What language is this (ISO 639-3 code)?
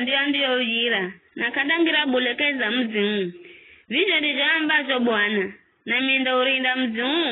nyf